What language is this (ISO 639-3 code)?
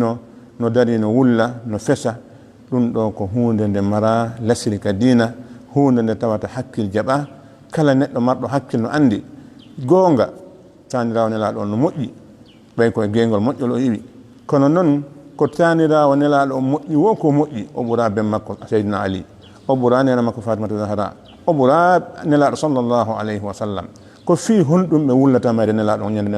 ful